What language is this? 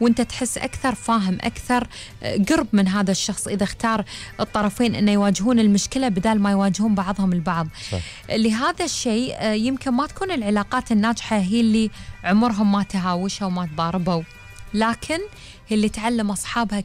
Gulf Arabic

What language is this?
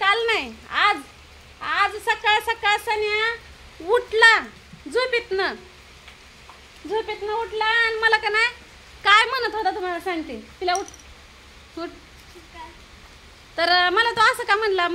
Marathi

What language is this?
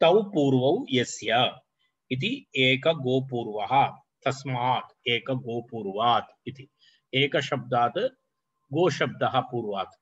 Sanskrit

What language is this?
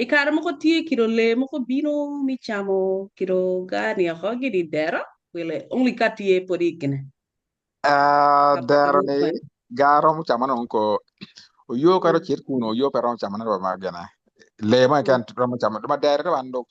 Acoli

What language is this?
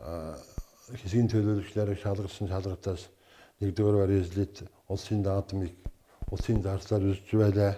Mongolian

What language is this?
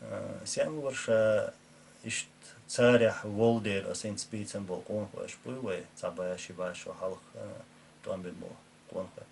Chechen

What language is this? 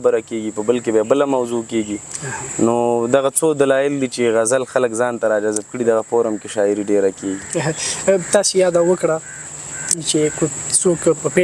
Pashto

